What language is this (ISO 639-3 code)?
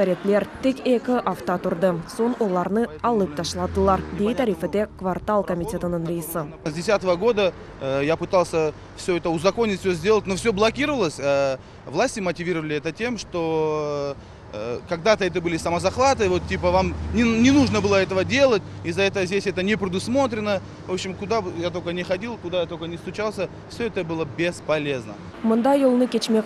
crh